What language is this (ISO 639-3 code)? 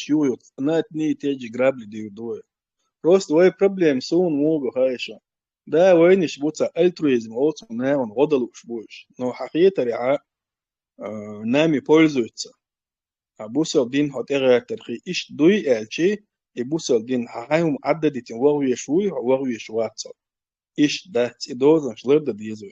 che